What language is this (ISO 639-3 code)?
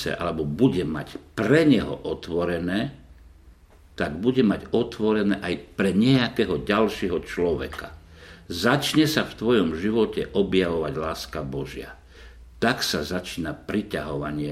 slk